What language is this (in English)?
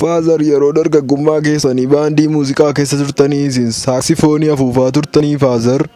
Oromo